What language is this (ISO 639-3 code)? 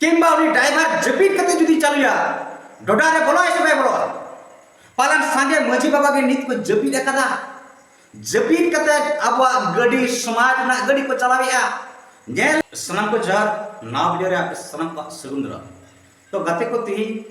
sat